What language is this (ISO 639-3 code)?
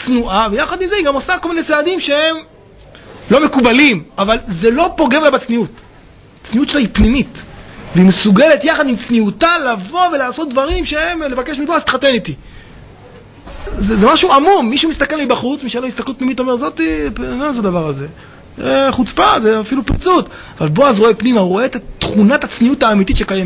heb